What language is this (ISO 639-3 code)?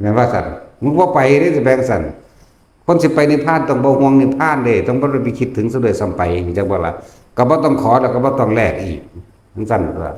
tts